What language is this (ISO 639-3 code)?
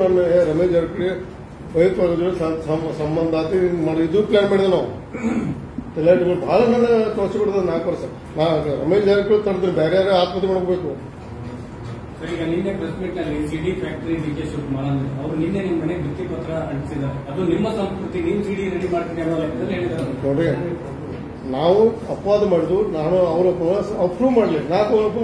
kan